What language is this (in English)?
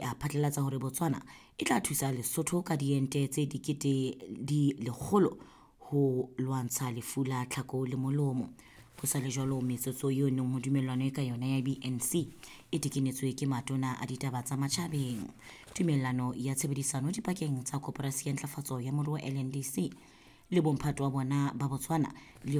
Southern Sotho